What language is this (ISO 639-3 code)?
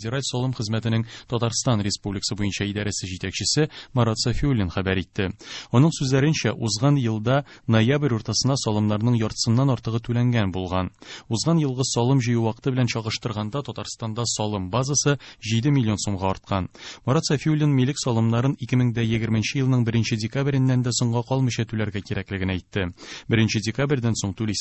tat